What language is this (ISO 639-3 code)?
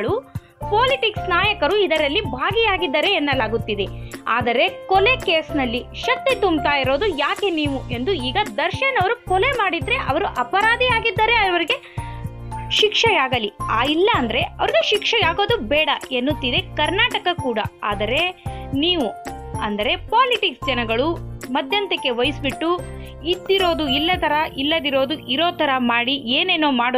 kan